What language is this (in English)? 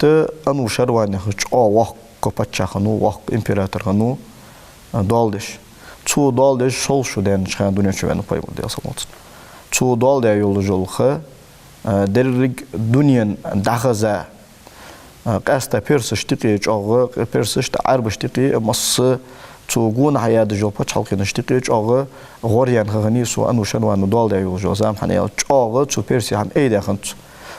Ingush